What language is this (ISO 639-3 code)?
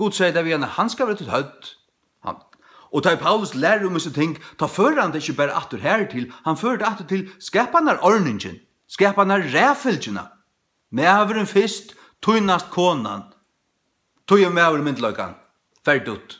fao